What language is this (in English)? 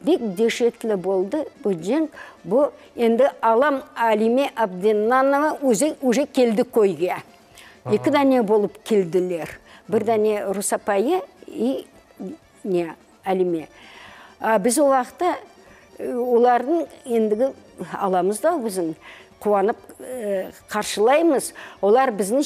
Crimean Tatar